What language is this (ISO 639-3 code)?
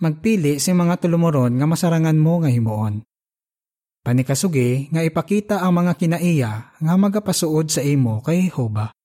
hil